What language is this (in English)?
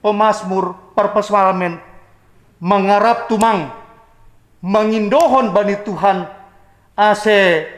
Batak Simalungun